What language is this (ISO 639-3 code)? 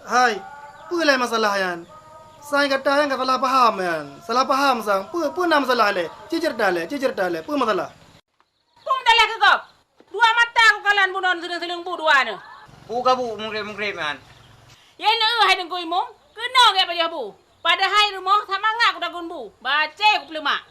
ace